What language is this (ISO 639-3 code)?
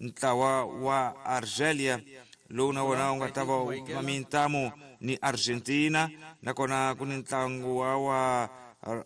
tso